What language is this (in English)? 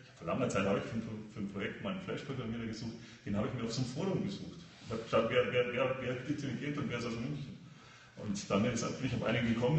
German